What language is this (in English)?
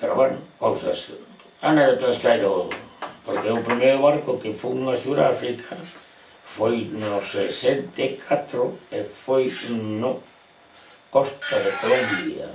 Galician